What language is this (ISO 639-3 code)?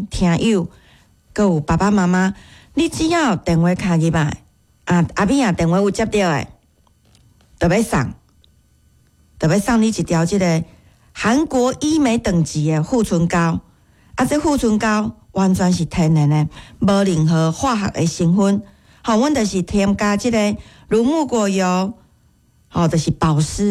nan